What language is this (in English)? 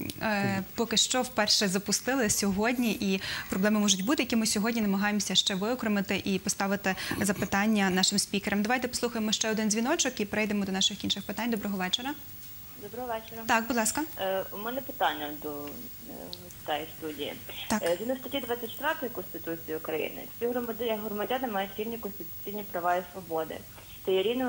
Ukrainian